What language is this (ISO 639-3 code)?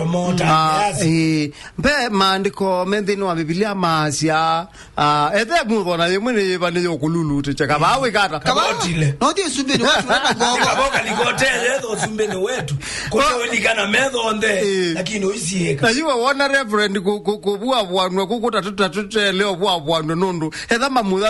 kam